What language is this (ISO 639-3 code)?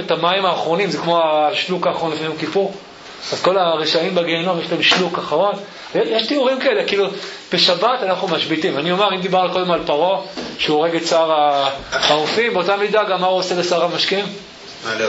heb